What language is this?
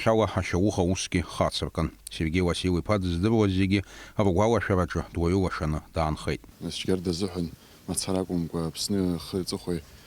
Abkhazian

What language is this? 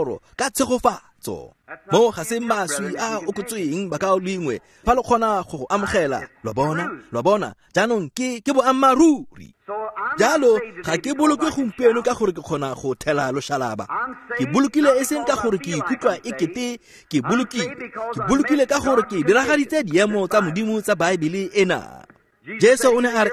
Tswana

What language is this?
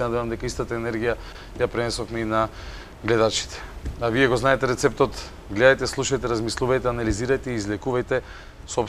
Macedonian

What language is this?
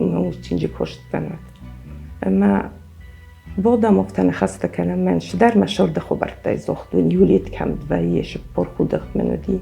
Ossetic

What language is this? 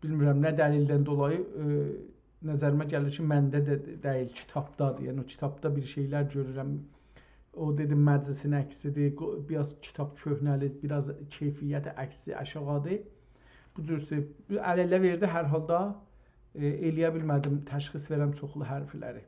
South Azerbaijani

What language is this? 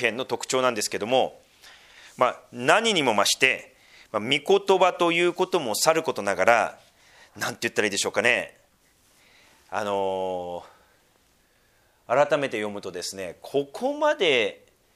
Japanese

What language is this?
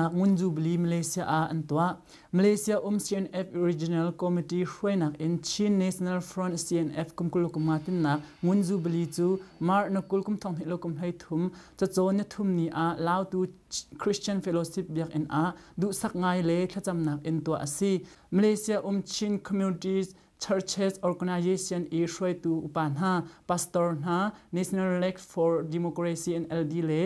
Hakha Chin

